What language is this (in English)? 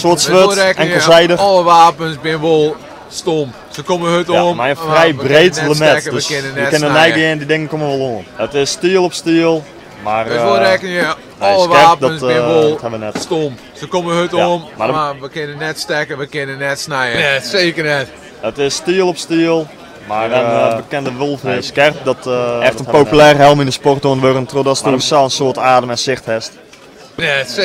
Western Frisian